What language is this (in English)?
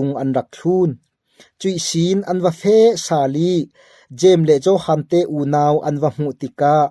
Falam Chin